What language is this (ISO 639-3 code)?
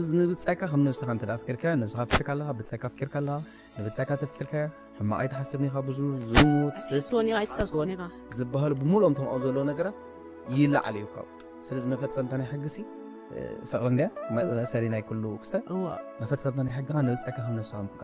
tir